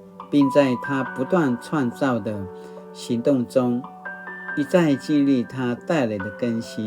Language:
Paiwan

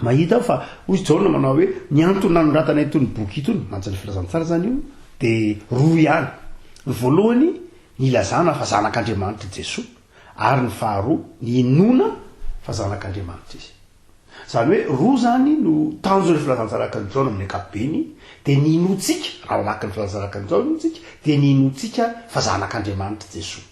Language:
Malagasy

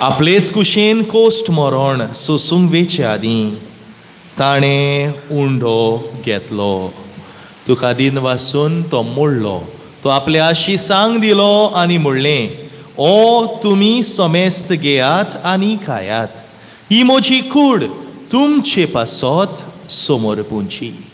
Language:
Konkani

